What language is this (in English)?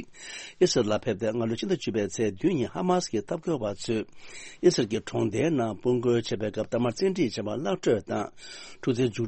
Tibetan